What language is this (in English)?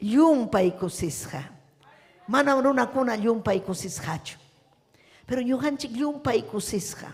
Ayacucho Quechua